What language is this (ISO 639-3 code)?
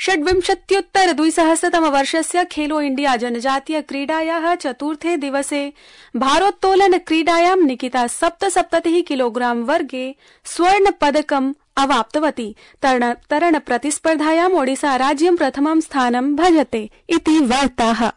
san